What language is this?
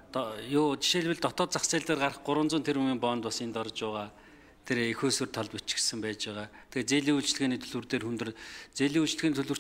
Mongolian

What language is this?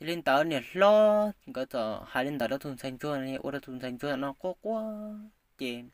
Hmong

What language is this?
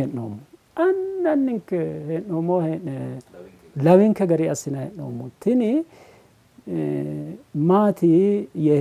Sidamo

